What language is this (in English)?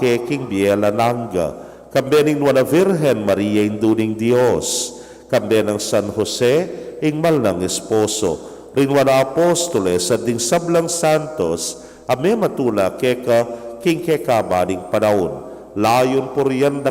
Pampanga